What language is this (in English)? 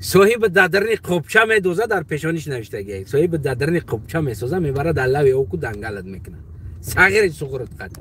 Tajik